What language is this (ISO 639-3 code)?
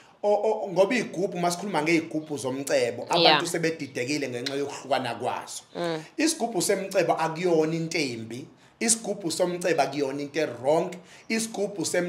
zul